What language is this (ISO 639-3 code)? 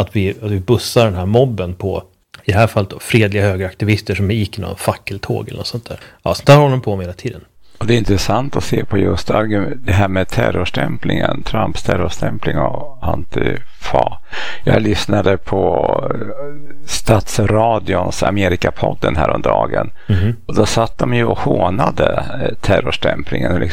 swe